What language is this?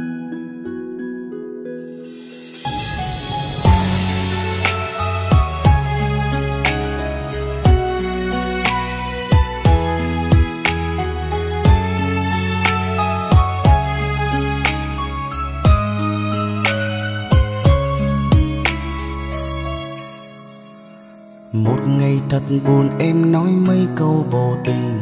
Vietnamese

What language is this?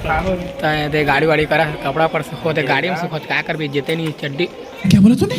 Chhattisgarhi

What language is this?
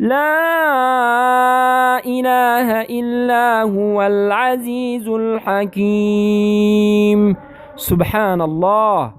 Persian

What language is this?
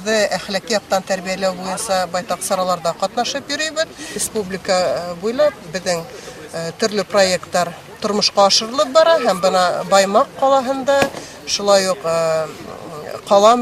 Bashkir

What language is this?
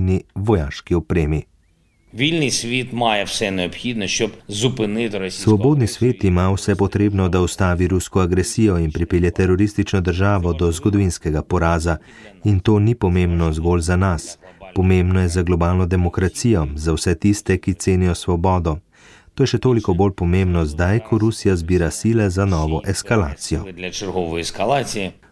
Slovenian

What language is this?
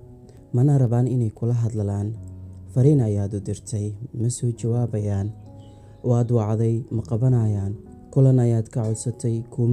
Somali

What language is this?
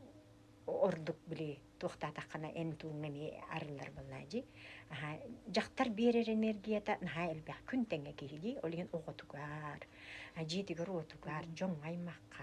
Yakut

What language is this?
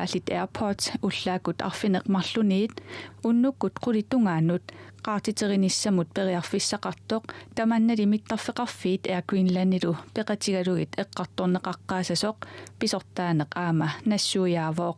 Kalaallisut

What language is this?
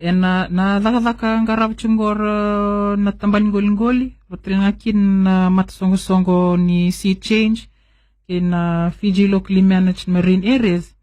Fijian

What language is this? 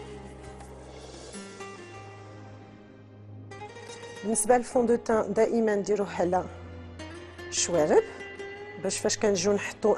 Moroccan Arabic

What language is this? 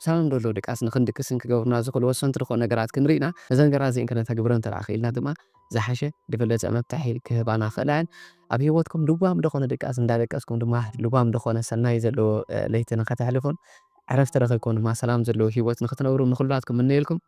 Tigrinya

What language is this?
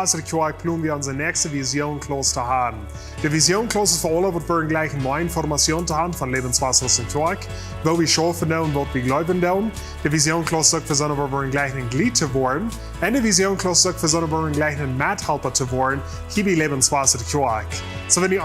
Plautdietsch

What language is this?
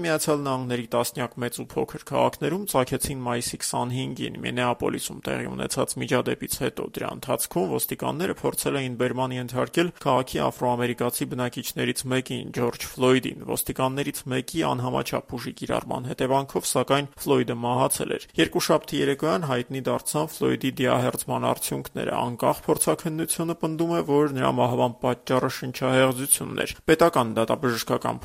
Armenian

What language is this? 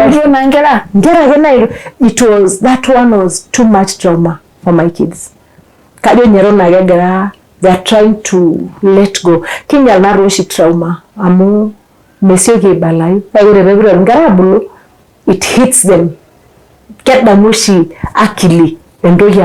Masai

